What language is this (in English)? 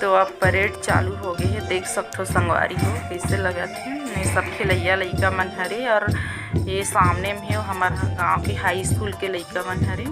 Chhattisgarhi